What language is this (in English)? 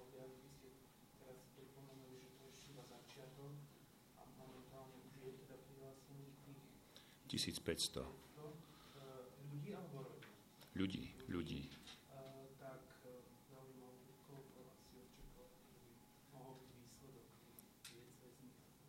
Slovak